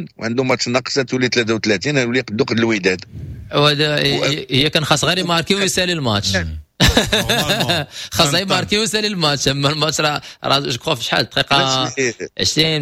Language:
Moroccan Arabic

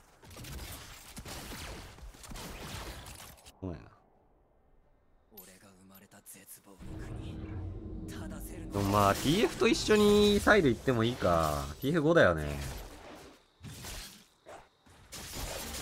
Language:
Japanese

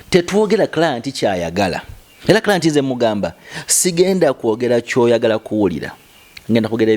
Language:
Ganda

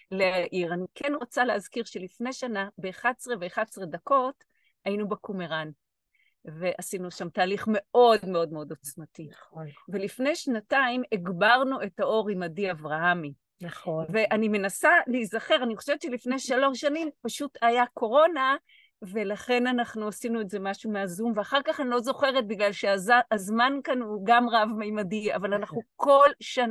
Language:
Hebrew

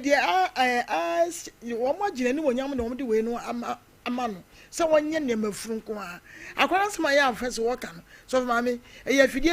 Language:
Akan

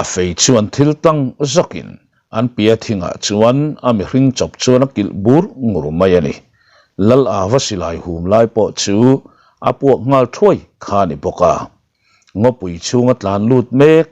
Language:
Mizo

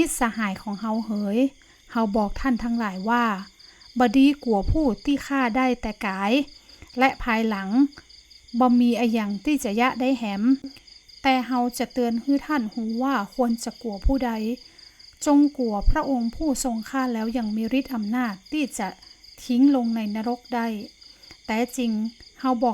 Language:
Northern Thai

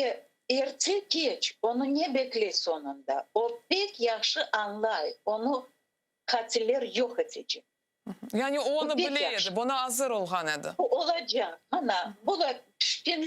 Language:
Crimean Tatar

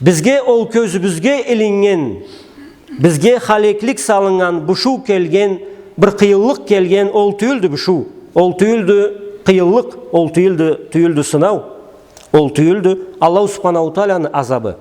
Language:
Karachay-Balkar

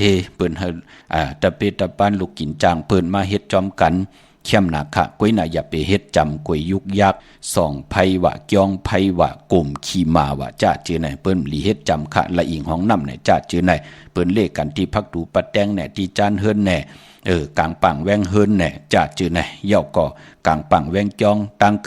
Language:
Shan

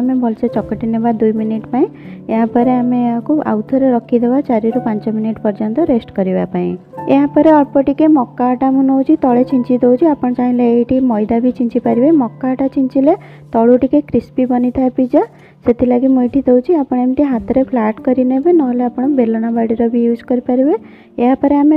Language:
Odia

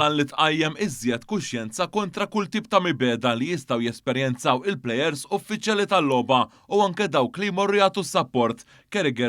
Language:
Maltese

